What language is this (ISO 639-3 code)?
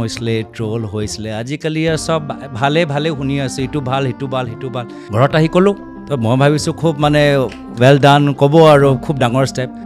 asm